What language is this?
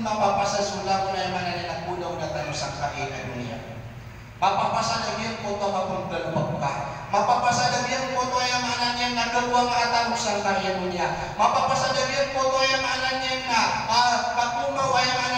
Maranao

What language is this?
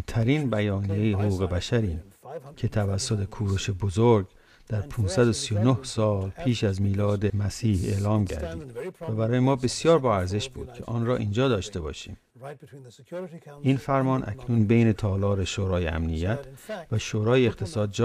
Persian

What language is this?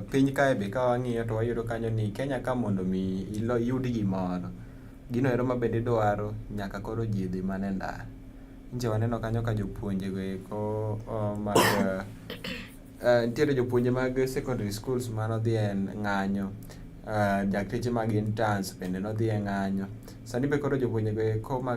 Luo (Kenya and Tanzania)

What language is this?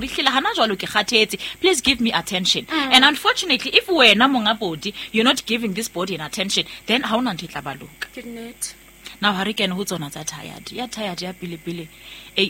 Southern Sotho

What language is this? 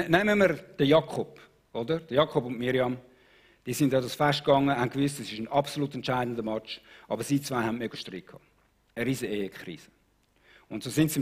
Swiss German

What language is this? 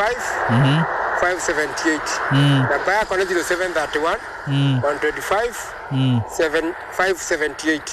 Kikuyu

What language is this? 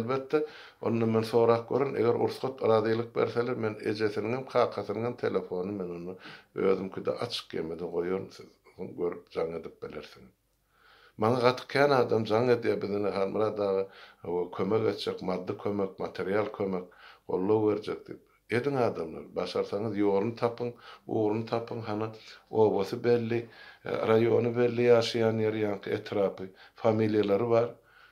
Turkmen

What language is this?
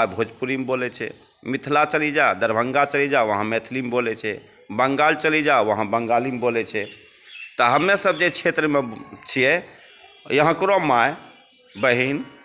Angika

